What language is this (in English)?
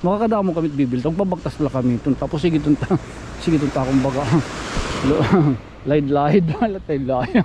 Waray